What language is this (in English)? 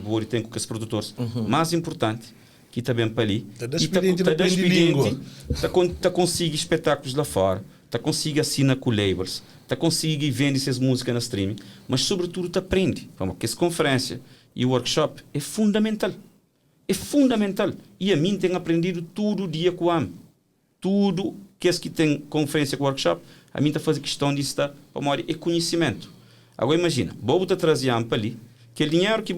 Kabuverdianu